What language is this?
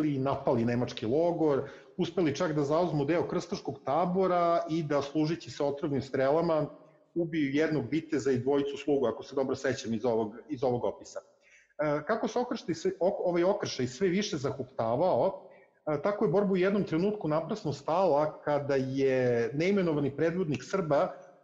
Serbian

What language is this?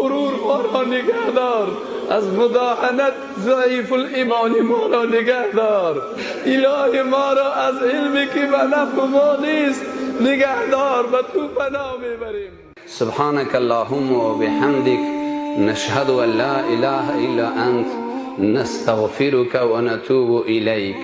Persian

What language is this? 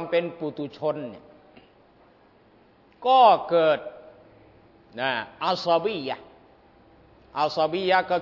Thai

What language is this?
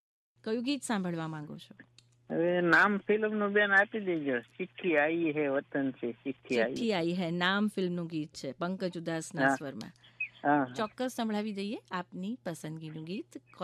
Gujarati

